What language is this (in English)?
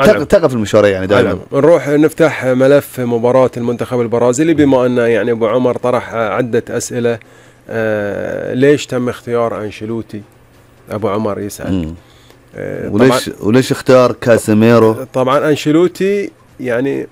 Gulf Arabic